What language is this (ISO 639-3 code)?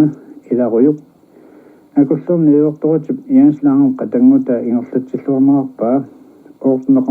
kal